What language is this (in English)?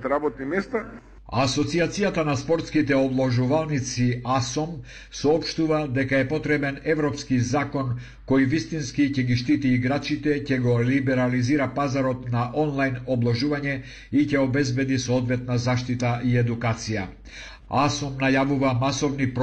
Macedonian